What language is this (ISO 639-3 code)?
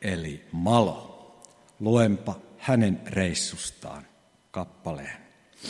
fin